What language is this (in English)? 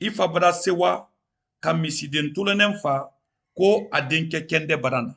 Mandingo